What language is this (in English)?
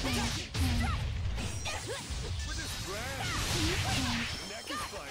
English